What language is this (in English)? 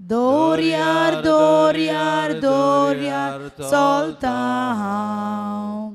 Konkani